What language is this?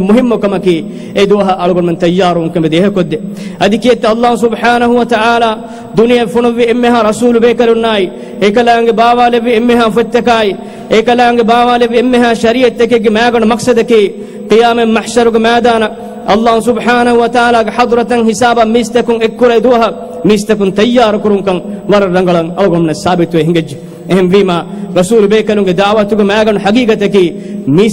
Divehi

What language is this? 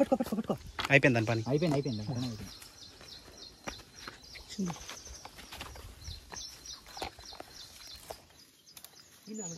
Telugu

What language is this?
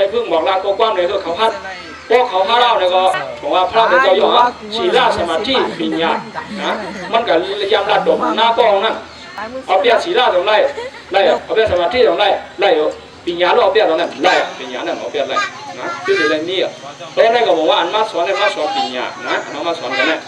Shan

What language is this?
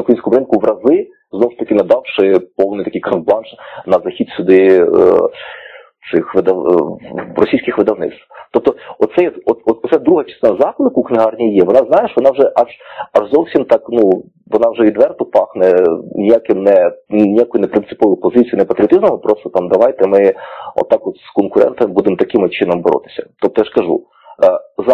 Ukrainian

